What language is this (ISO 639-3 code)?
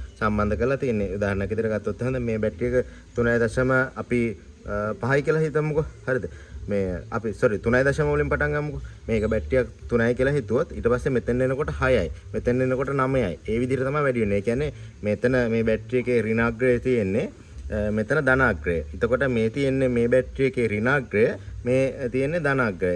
sin